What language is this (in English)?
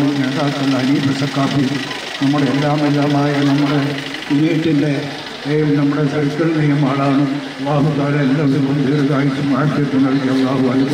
Malayalam